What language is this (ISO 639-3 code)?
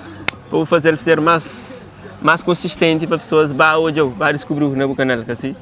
kea